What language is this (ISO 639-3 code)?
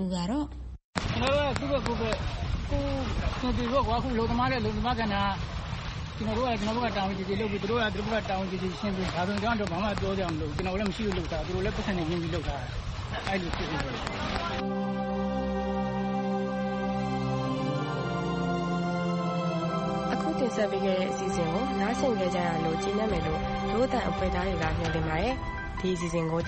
mya